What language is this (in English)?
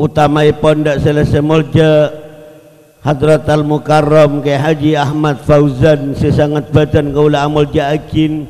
Madurese